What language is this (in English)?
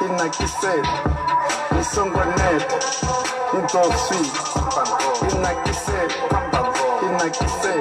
Venda